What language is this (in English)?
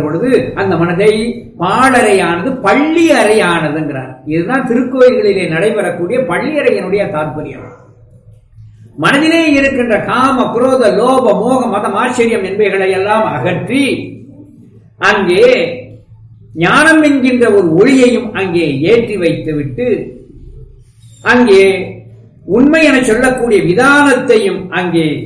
Tamil